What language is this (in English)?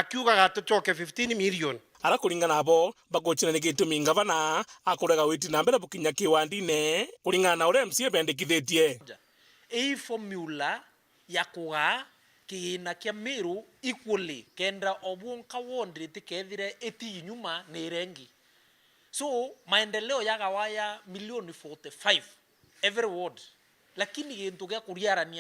Meru